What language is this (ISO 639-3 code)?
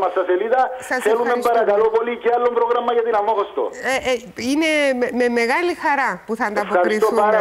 ell